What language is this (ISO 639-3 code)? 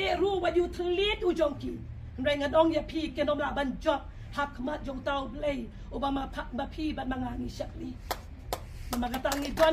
kha